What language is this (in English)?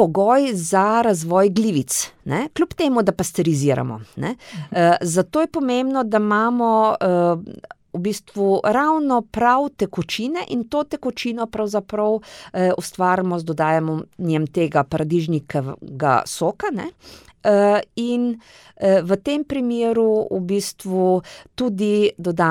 Slovenian